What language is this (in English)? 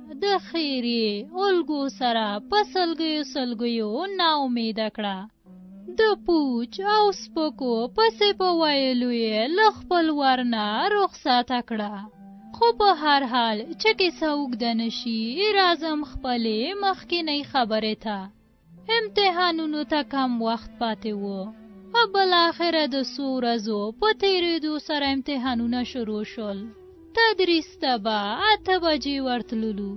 Pashto